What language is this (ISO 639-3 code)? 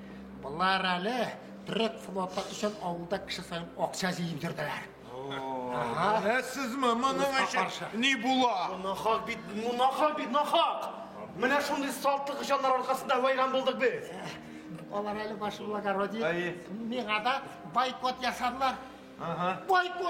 tat